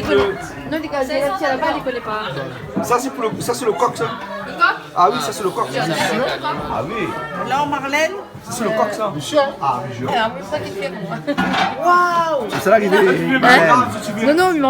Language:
Réunion Creole French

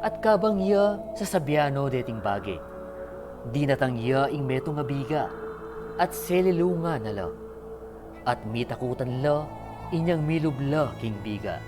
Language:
Pampanga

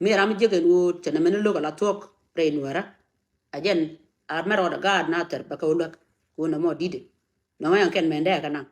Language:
Nuer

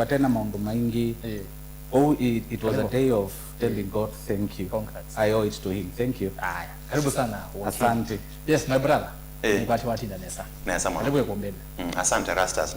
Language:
Kamba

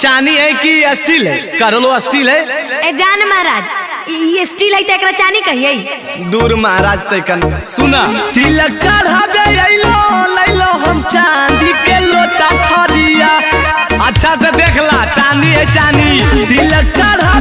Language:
Magahi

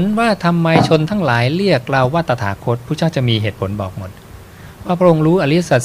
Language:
Thai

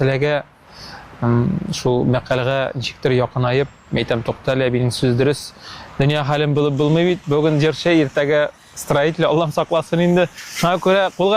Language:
Tatar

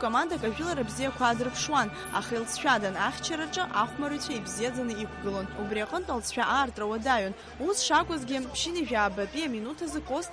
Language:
Abkhazian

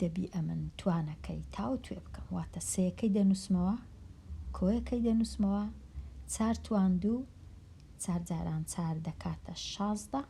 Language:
Central Kurdish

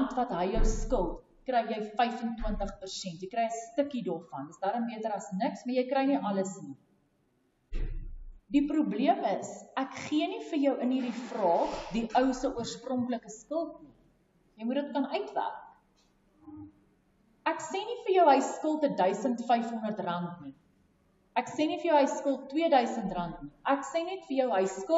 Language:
Afrikaans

